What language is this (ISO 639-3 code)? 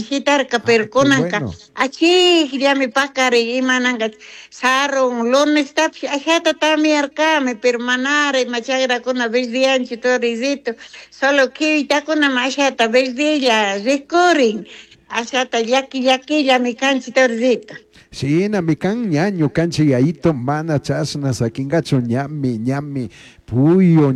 qug